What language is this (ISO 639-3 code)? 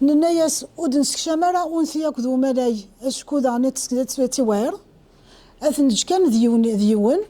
kab